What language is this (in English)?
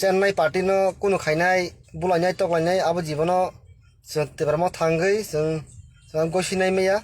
Kok Borok